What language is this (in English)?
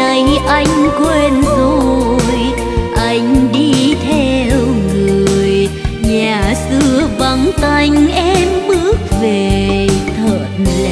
Vietnamese